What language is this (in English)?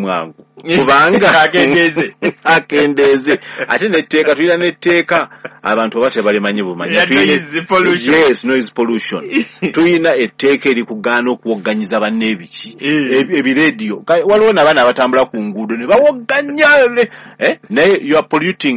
Ganda